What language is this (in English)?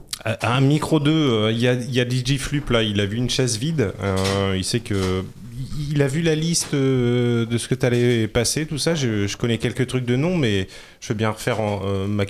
French